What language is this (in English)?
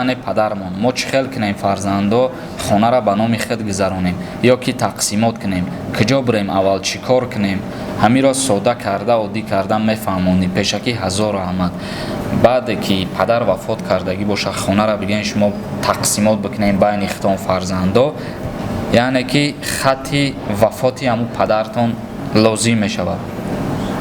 Tajik